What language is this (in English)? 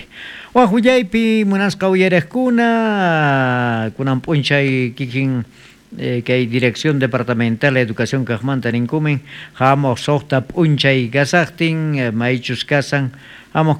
South Bolivian Quechua